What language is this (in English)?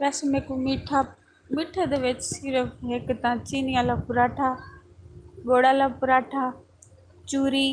Saraiki